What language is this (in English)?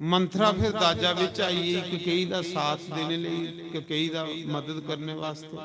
Dogri